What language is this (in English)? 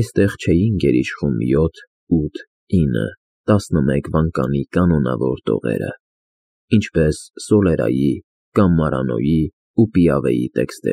Armenian